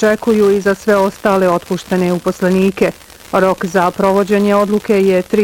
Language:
Bosnian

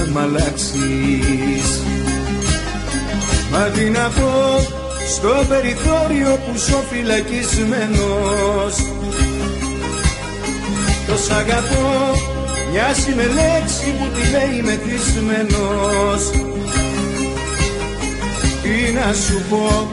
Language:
Greek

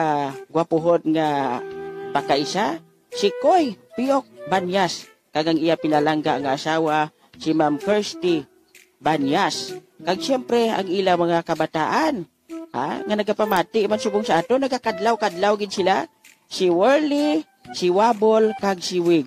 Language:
Hiligaynon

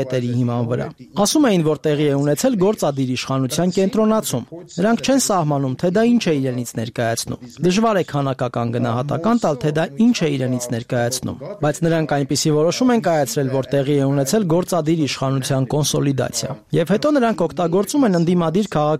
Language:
Armenian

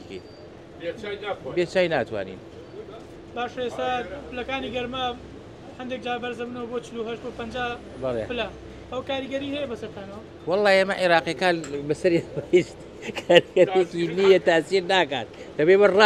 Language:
Central Kurdish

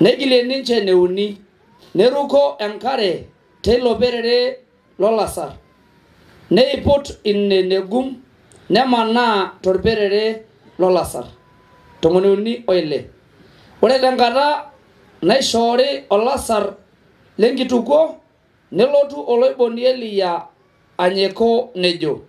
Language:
Masai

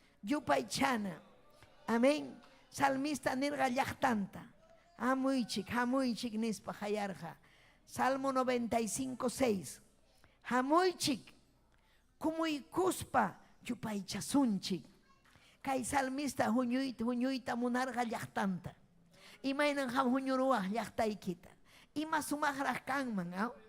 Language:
Ayacucho Quechua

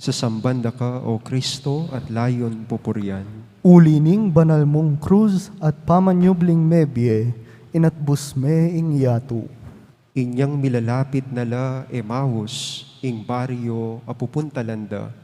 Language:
Pampanga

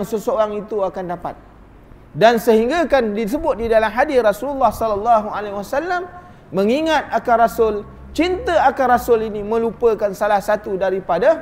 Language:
Malay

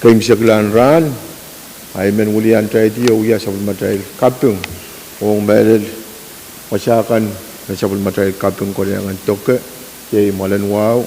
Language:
Pohnpeian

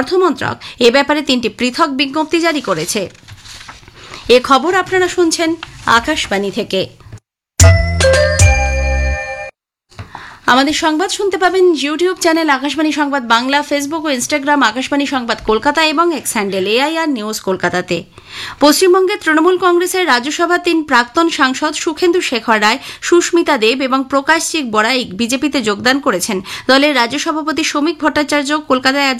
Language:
Bangla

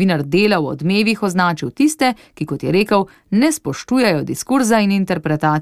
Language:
Slovenian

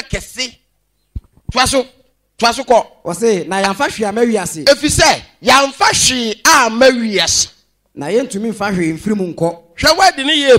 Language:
Akan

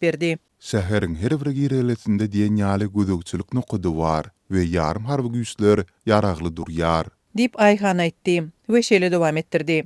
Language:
Turkmen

